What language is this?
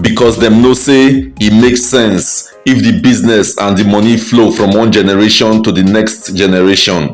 Nigerian Pidgin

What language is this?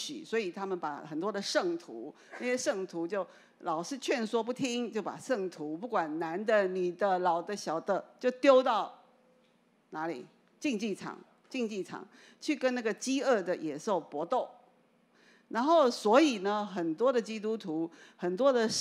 Chinese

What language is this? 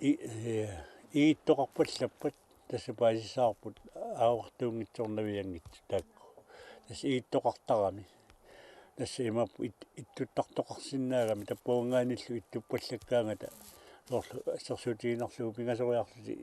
Kalaallisut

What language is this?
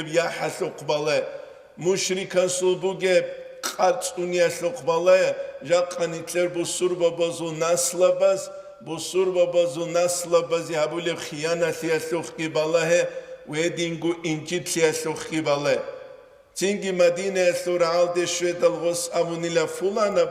Avaric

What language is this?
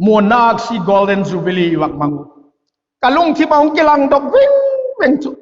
Vaiphei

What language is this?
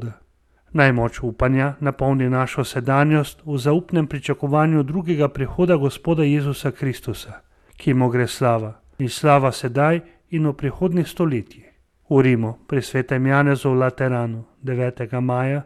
Slovenian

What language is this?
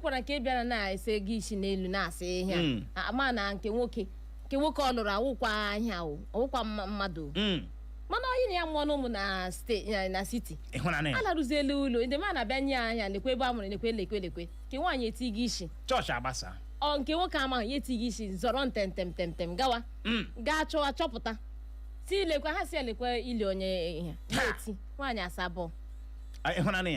Igbo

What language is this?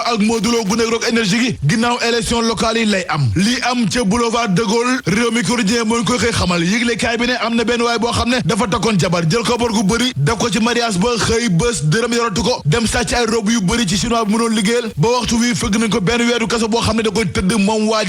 Wolof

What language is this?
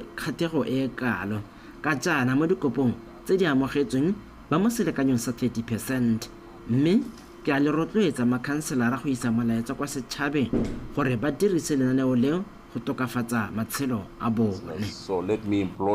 Tswana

